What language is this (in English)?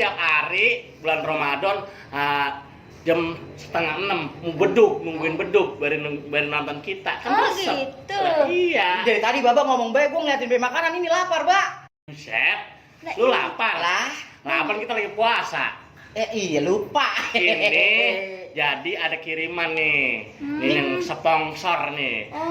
Betawi